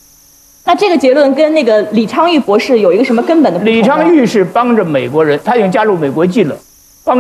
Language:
Chinese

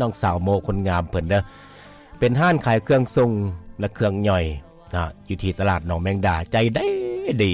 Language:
Lao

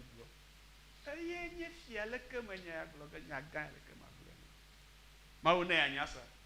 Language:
Ewe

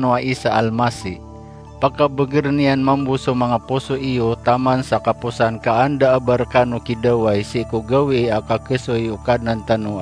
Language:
Maranao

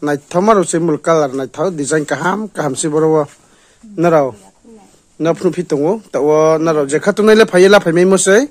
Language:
Riang (India)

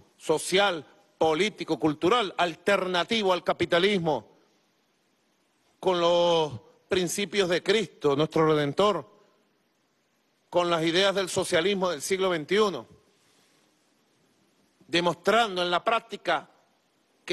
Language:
Spanish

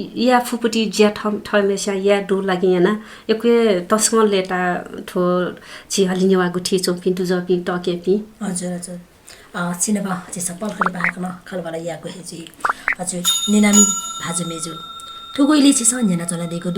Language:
Newari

